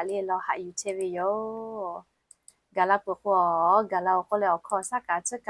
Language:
Lahu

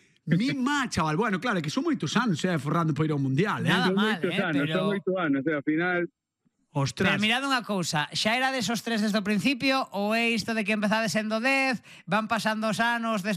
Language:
Galician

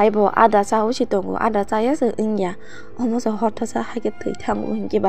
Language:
Kok Borok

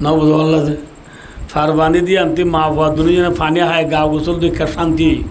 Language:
Rohingya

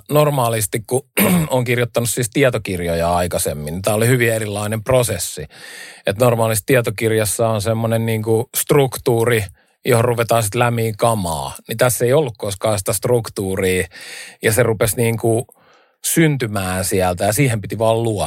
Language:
Finnish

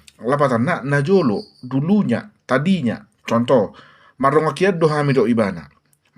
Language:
Batak Toba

